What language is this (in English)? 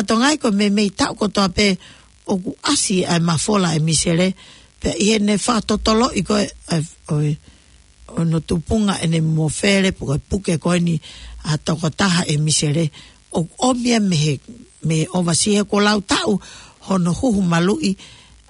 Tongan